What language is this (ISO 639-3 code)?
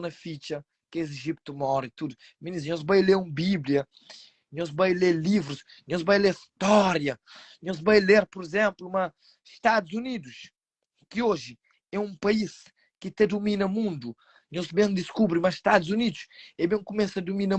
kea